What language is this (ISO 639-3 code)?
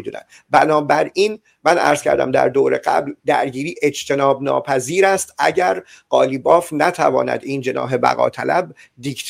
fas